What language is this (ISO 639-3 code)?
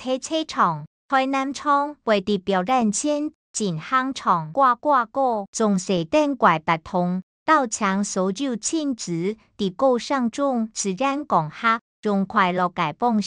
hak